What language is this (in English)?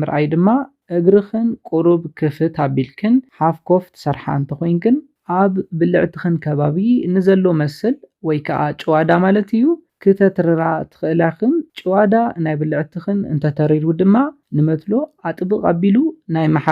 Tigrinya